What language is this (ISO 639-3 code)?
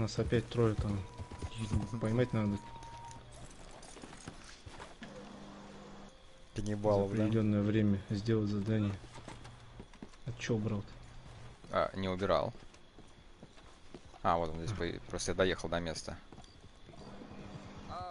rus